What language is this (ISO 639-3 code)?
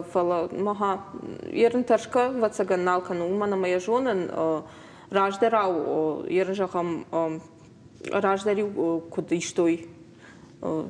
oss